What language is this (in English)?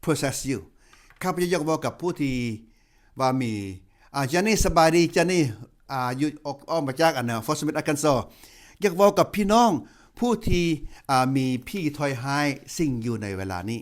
Lao